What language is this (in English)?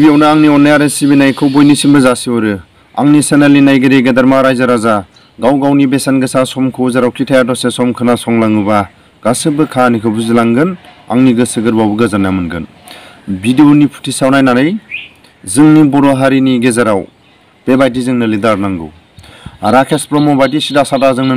Bodo